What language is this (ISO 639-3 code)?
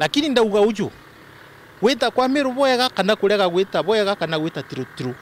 mer